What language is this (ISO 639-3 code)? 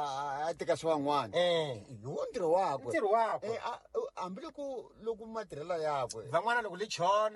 tso